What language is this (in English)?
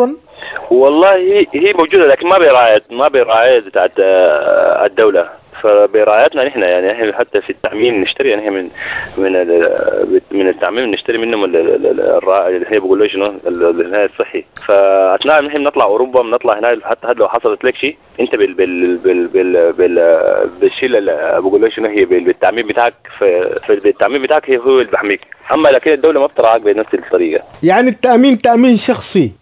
Sudanese Arabic